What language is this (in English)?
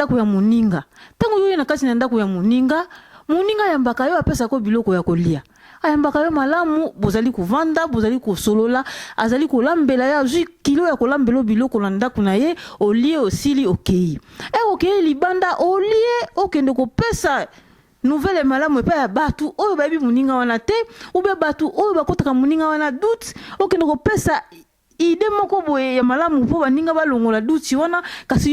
Lingala